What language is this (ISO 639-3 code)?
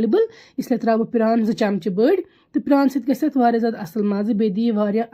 kas